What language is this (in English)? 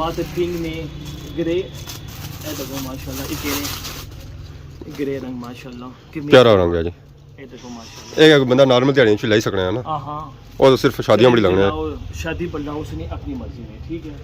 Pahari-Potwari